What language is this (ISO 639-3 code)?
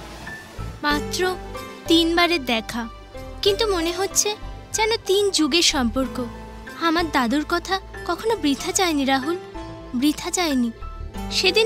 ben